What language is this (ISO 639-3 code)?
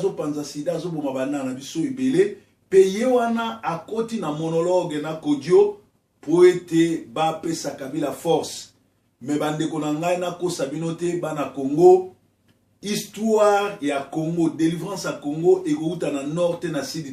lin